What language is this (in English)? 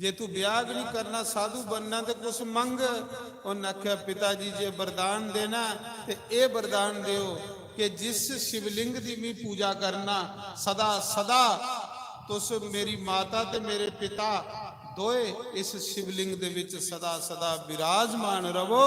Dogri